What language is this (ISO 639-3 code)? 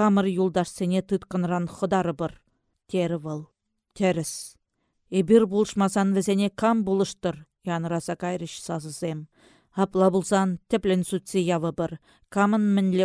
chv